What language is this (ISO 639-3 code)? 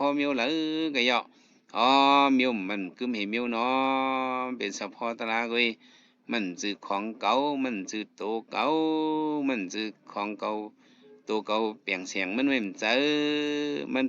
shn